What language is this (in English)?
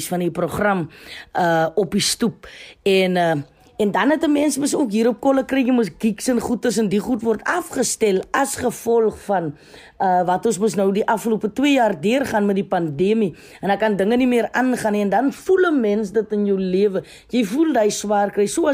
Afrikaans